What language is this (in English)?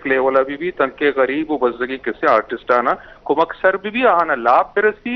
Eastern Balochi